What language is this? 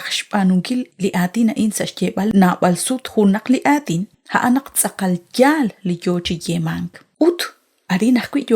Kekchí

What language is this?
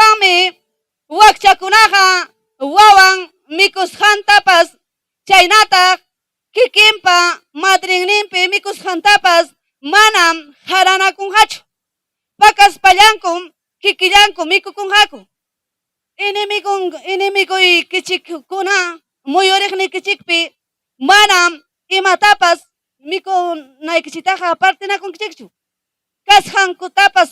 Ayacucho Quechua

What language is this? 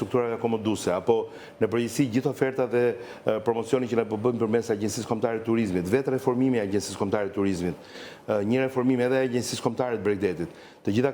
Albanian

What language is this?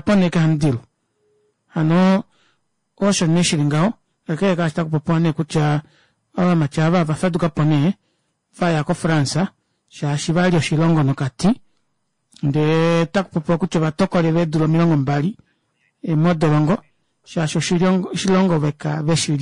Kuanyama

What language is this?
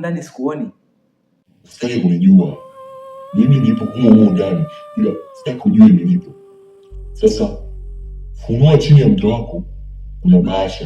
Swahili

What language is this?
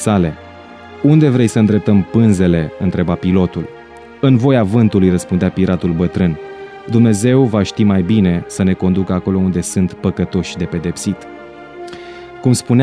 Romanian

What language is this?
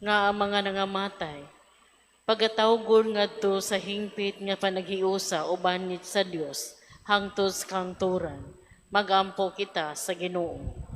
Cebuano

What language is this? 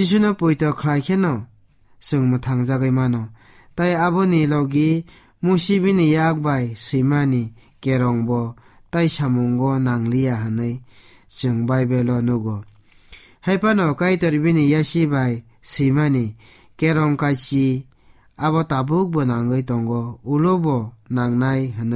Kok Borok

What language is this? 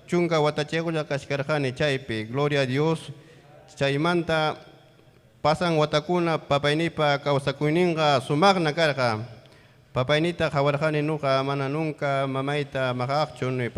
Ayacucho Quechua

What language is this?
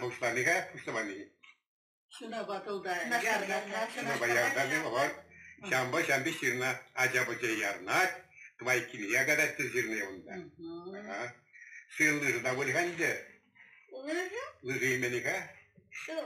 Chuvash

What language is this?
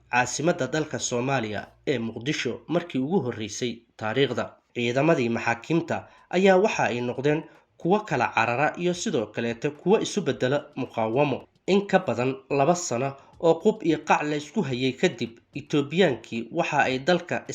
Somali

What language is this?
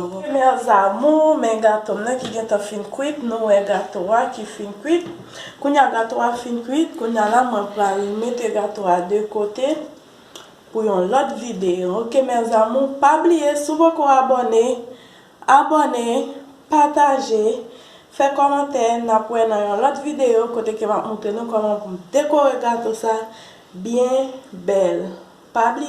Haitian Creole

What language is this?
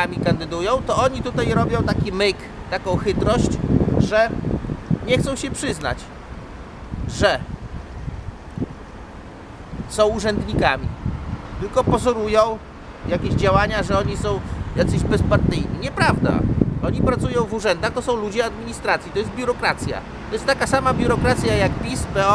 Polish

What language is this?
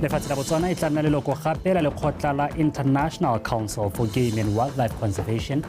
Tswana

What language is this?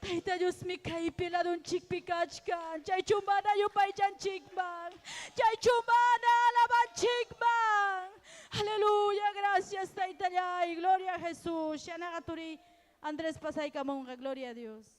Ayacucho Quechua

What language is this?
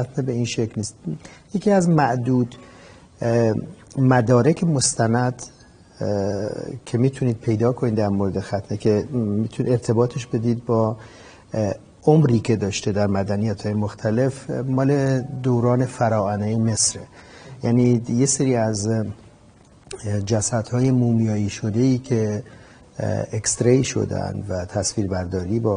Persian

